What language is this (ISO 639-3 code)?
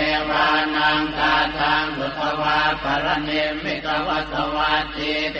pli